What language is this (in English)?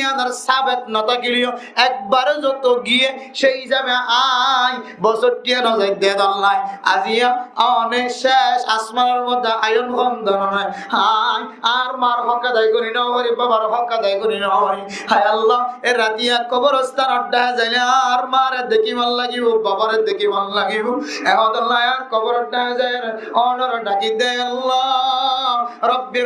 Rohingya